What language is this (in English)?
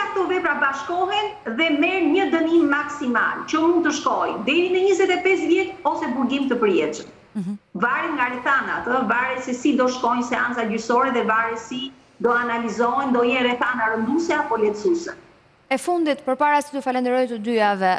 Albanian